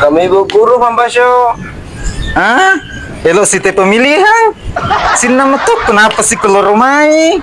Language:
Buginese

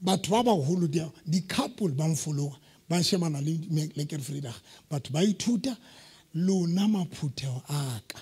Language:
Southern Sotho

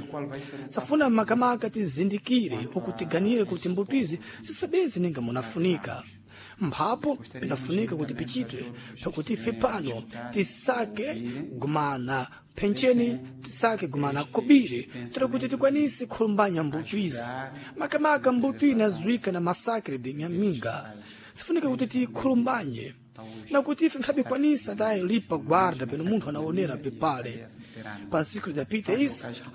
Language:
Sena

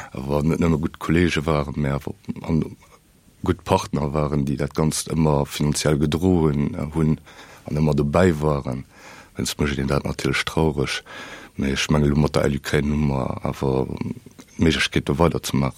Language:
Luxembourgish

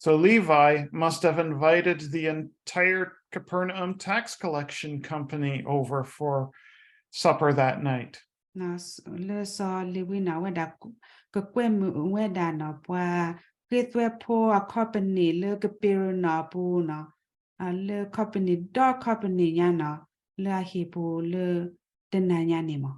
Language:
S'gaw Karen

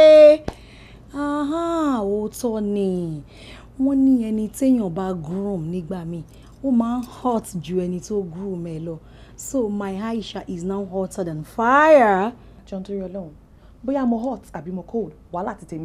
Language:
Yoruba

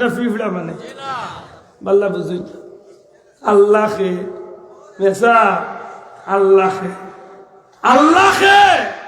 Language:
Sylheti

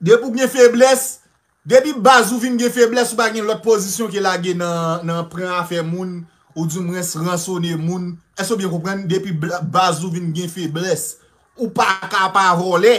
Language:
Haitian Creole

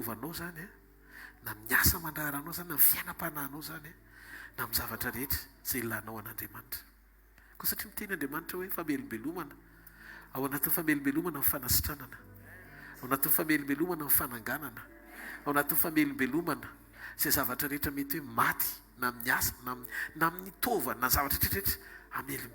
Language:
Malagasy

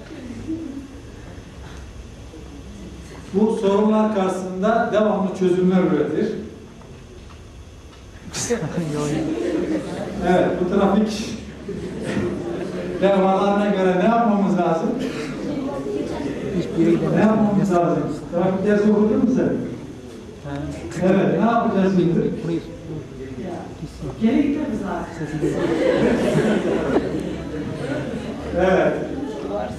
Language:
Turkish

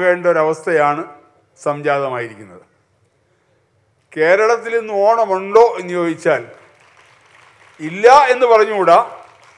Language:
Malayalam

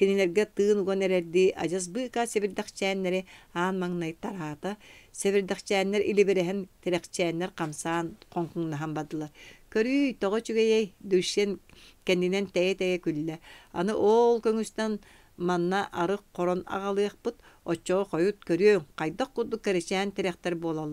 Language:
Yakut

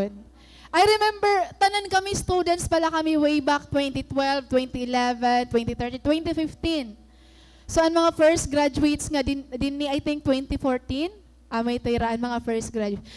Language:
Waray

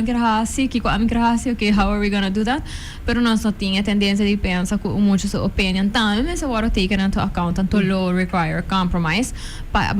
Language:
Papiamento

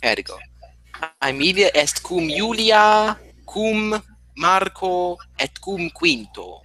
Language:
Latin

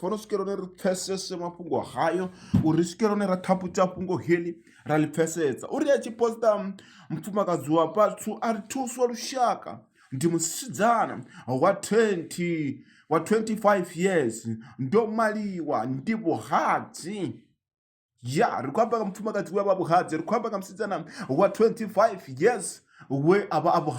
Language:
Venda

